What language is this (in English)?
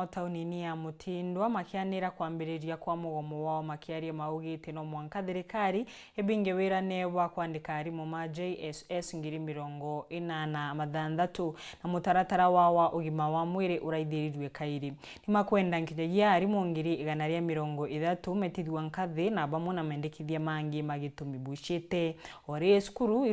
Meru